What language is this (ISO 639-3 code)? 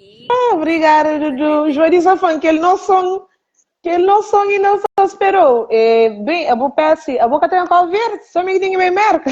kea